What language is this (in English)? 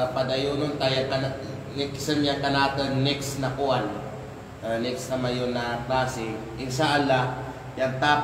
Kalagan